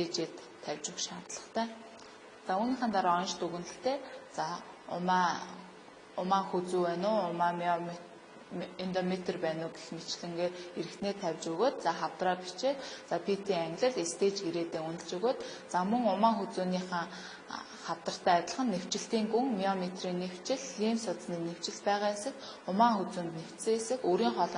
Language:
Mongolian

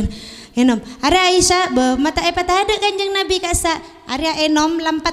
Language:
Madurese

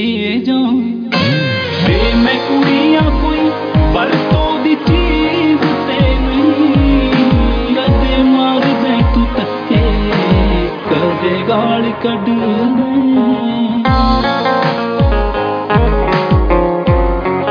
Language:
Punjabi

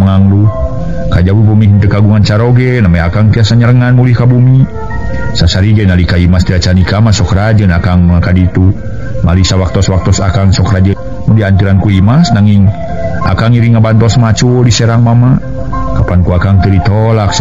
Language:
Sundanese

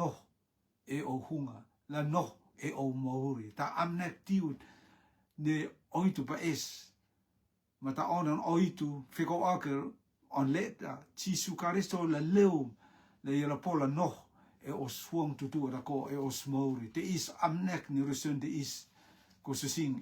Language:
Rotuman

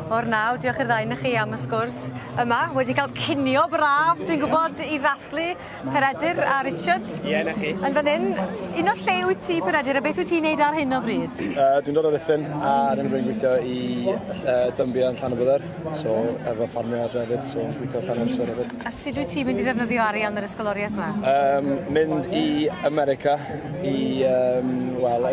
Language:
Welsh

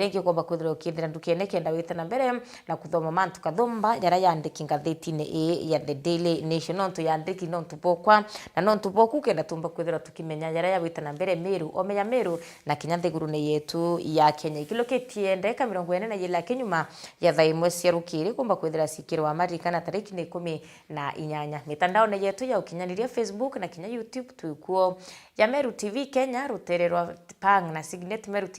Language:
Meru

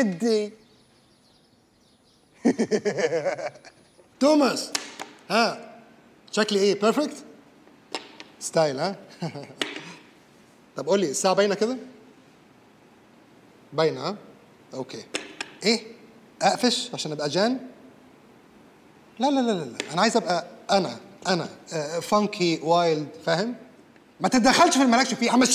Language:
Egyptian Arabic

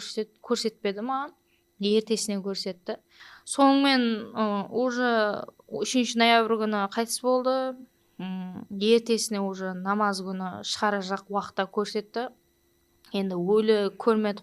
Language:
Kara-Kalpak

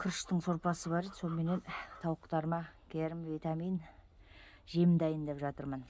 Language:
Kazakh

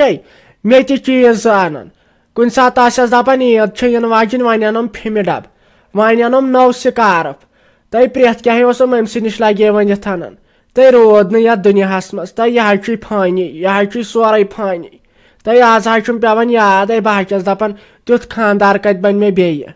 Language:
Kashmiri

